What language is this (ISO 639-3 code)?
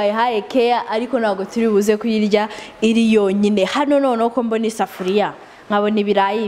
kin